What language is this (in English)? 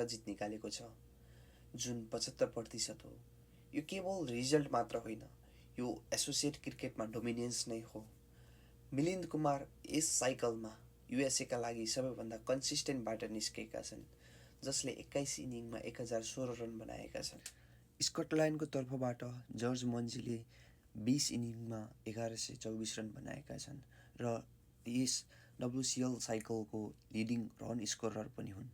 Nepali